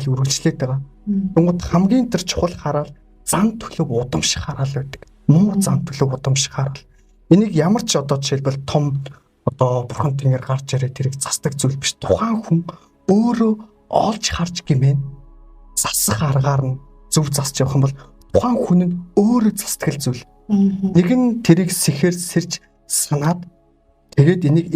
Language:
Mongolian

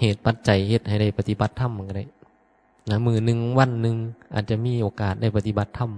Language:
Northeastern Thai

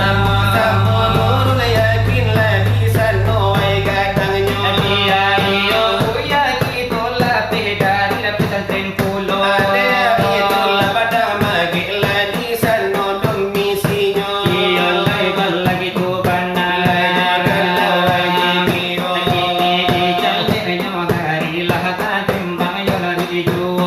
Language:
Minangkabau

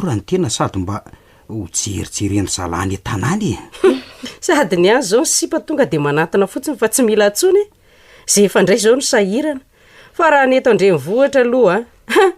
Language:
Malagasy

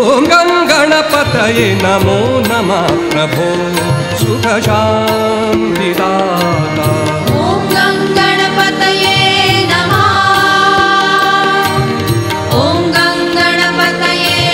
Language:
Marathi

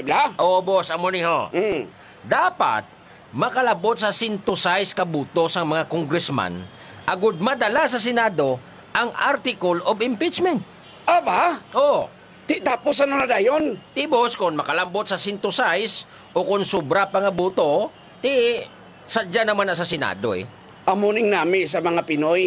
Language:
Hiligaynon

